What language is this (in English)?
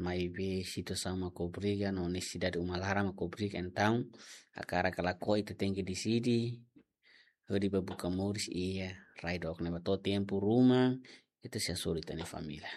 Tetum